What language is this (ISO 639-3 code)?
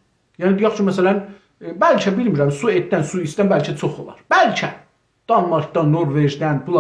azb